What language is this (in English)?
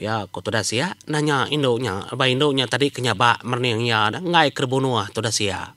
Iban